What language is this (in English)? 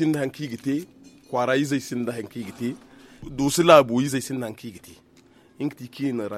Zarma